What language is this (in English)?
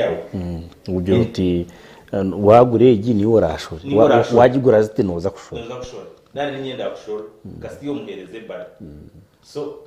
Nyankole